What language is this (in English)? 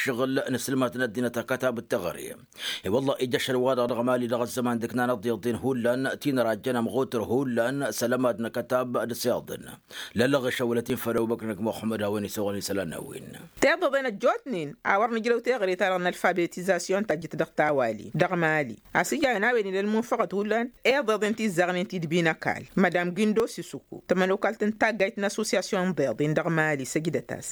Tamasheq